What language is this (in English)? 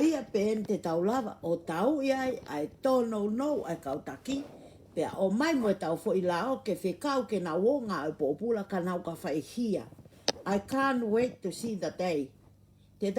Tongan